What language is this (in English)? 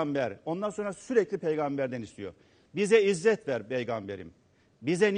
Turkish